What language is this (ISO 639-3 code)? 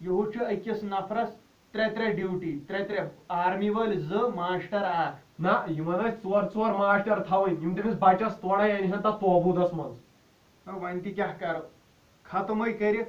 kas